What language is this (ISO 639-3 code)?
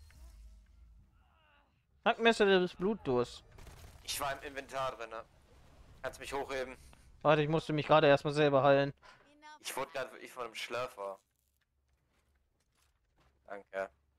deu